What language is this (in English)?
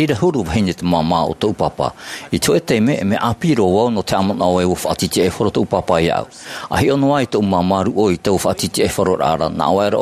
Tahitian